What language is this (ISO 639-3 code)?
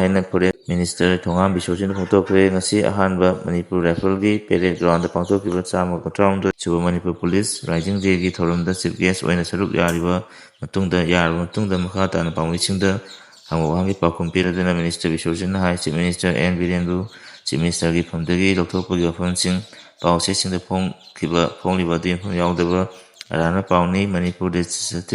mni